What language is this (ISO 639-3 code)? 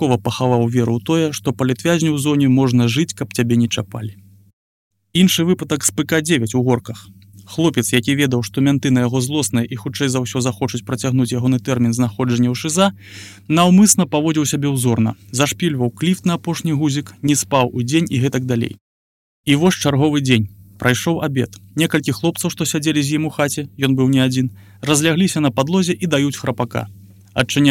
bel